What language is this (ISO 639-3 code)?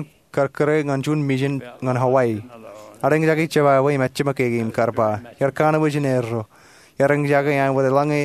mah